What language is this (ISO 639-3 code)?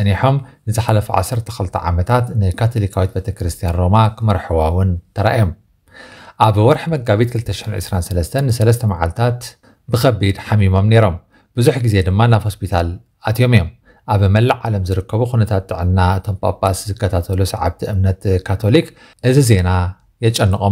tir